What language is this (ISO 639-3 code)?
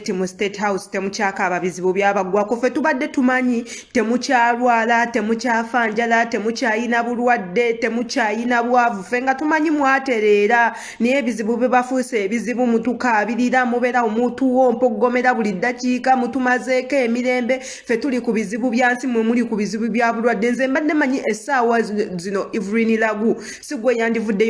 lug